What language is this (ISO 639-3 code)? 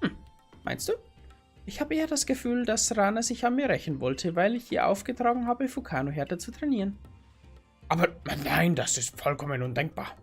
bar